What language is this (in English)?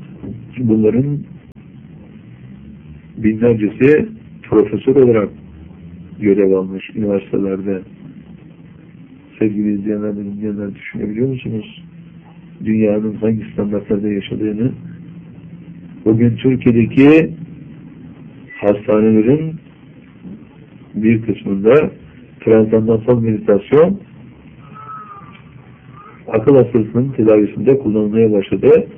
Turkish